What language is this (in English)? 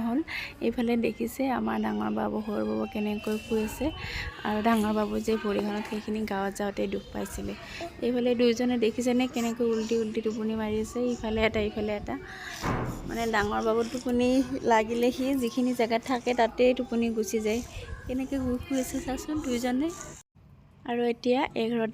Assamese